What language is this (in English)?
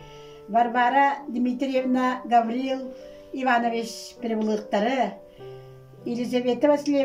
Yakut